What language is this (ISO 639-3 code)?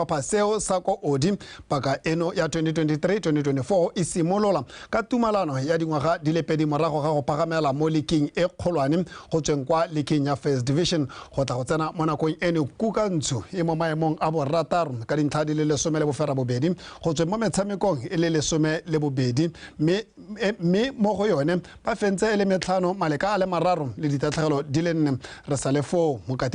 tsn